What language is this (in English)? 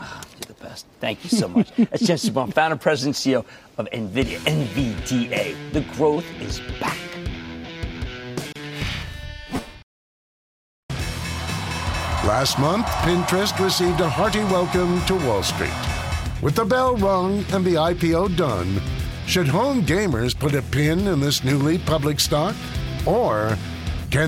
English